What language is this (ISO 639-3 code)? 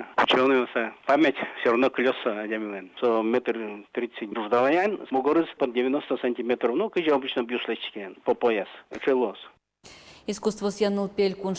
udm